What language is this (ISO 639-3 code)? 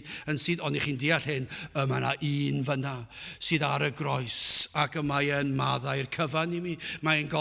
cym